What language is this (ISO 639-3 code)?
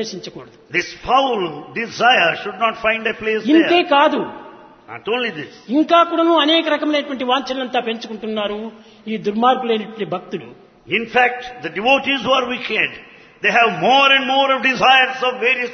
tel